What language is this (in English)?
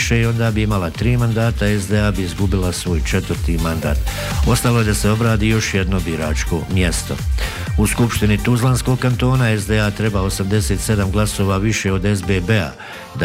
Bosnian